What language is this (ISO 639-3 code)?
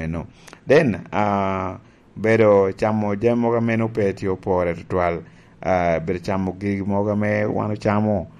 laj